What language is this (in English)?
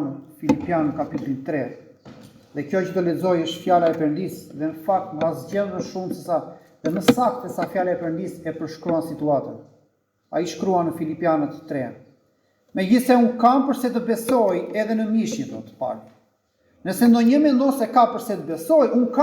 Albanian